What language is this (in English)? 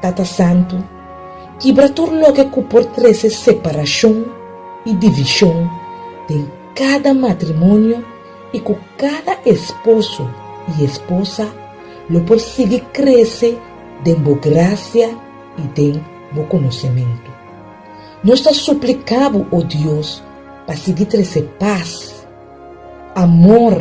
Papiamento